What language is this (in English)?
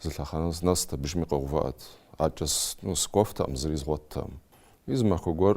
Kabardian